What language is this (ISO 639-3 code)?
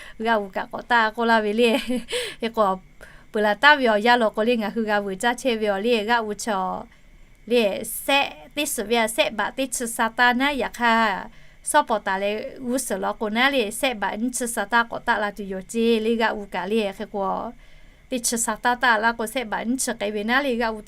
lhu